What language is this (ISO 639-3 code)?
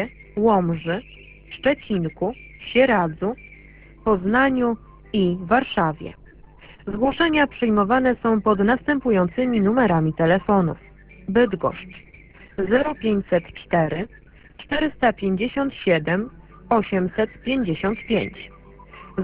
pol